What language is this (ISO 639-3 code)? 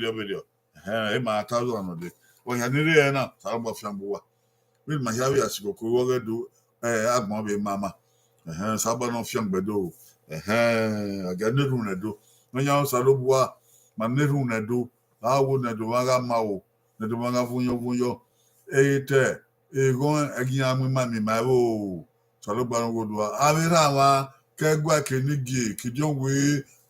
bin